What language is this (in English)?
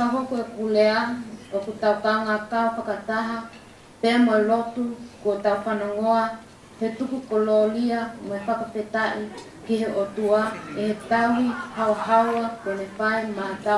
Tongan